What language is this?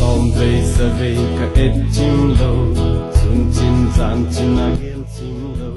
Tedim Chin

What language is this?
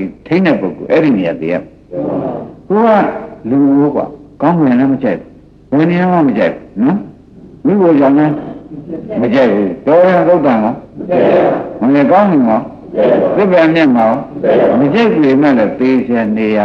Burmese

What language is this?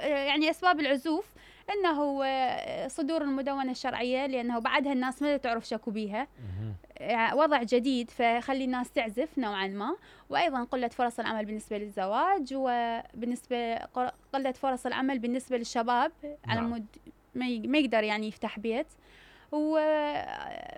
Mesopotamian Arabic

